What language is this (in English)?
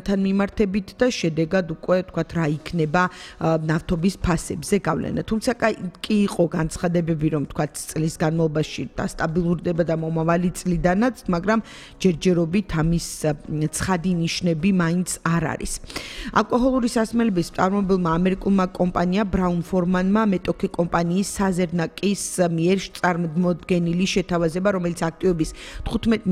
Georgian